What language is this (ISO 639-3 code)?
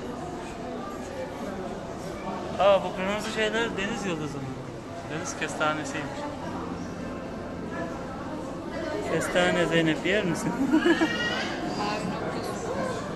tur